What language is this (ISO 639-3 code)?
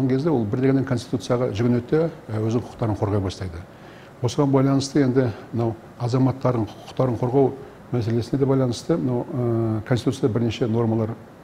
kaz